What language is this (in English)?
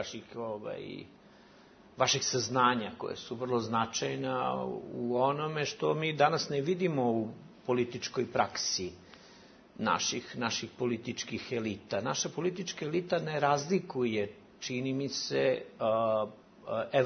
Bosnian